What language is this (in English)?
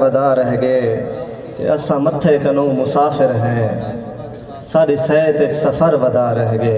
Saraiki